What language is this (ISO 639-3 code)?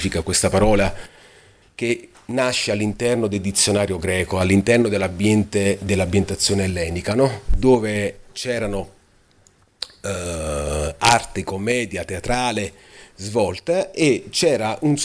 ita